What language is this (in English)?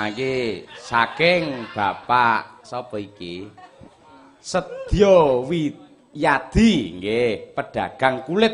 Javanese